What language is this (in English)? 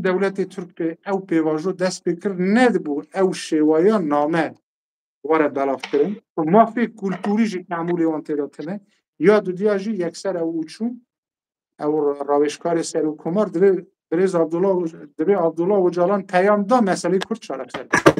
Kurdish